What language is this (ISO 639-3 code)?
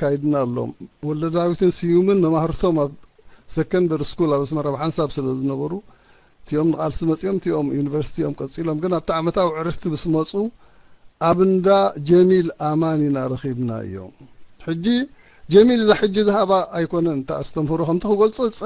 tir